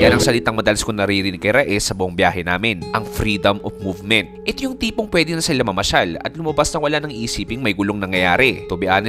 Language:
Filipino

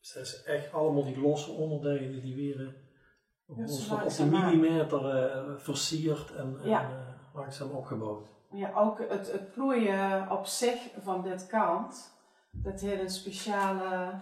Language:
Limburgish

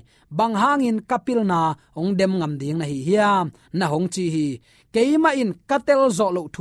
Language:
Tedim Chin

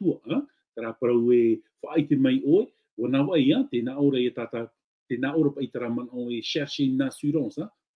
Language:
Tahitian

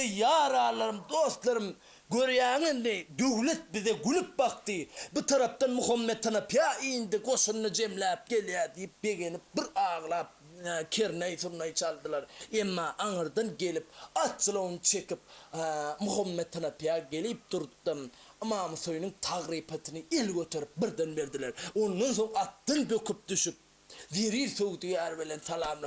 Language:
Turkmen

